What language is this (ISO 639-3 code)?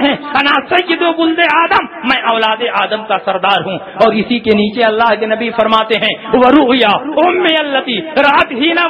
urd